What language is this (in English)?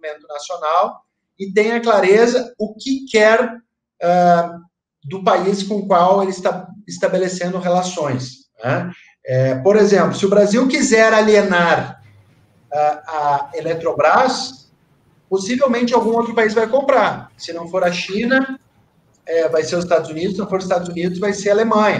Portuguese